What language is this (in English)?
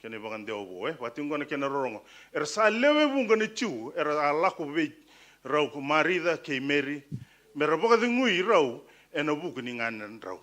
Fijian